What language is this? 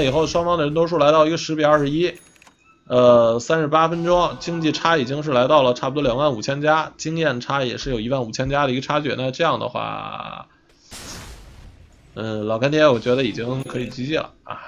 Chinese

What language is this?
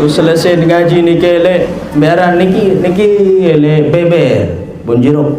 Sasak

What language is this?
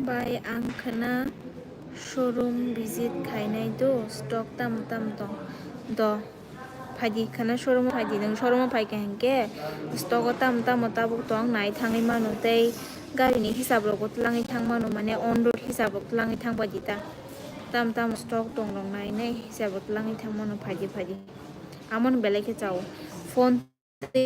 Kok Borok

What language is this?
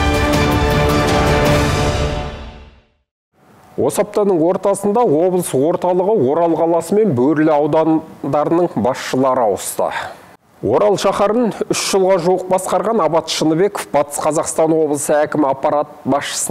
Kazakh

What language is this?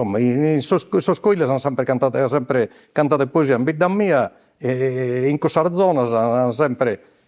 Sardinian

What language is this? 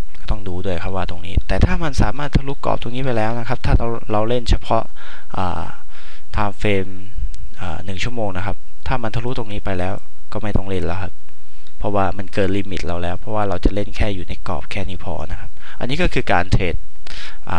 Thai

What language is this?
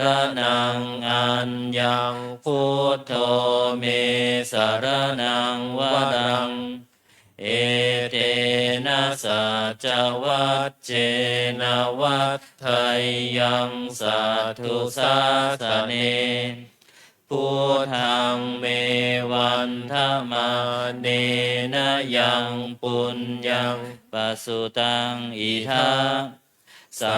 Pali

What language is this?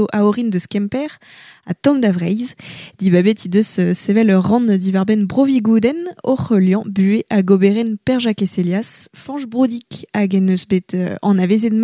Breton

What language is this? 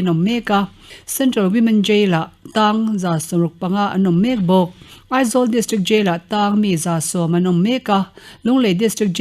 Mizo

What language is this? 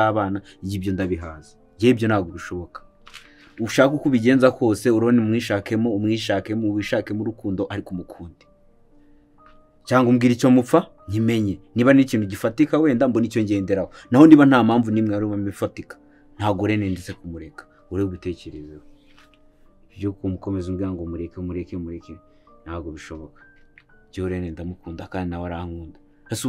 Kinyarwanda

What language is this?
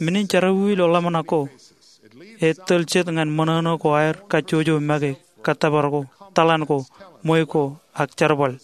Marshallese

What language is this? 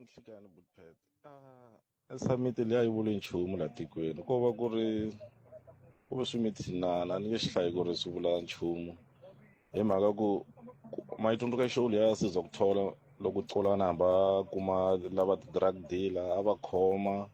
Tsonga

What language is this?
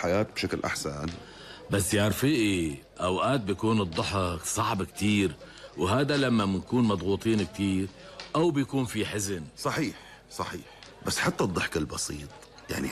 North Levantine Arabic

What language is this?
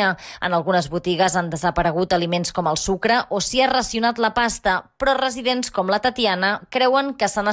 Catalan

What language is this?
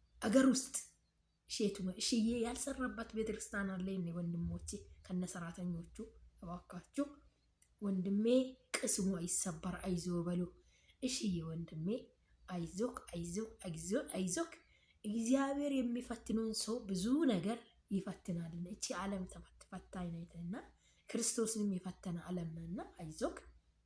Amharic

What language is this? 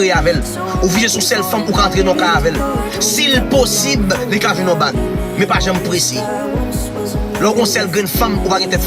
Haitian Creole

